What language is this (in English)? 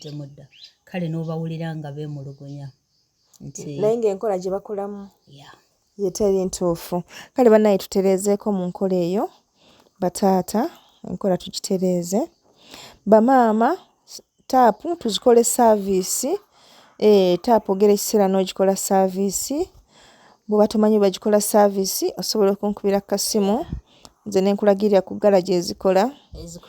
Ganda